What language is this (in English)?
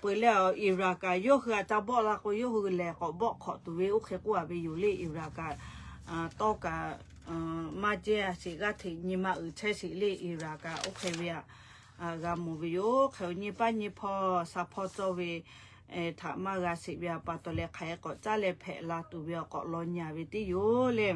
Lahu